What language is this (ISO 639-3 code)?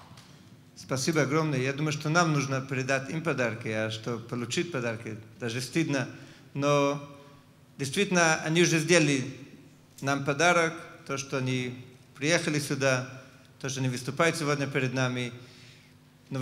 rus